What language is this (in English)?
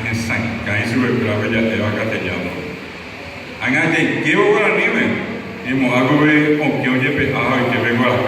Guarani